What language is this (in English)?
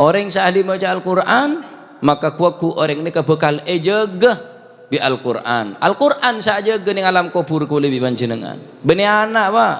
Madurese